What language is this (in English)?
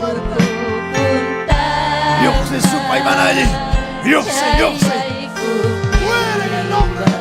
Ayacucho Quechua